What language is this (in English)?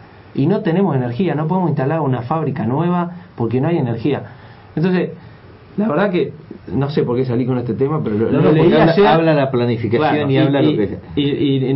Spanish